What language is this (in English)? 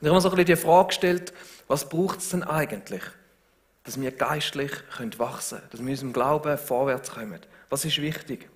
Swiss German